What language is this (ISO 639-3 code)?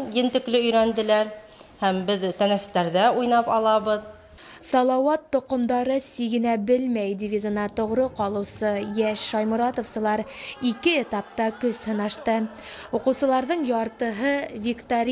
bak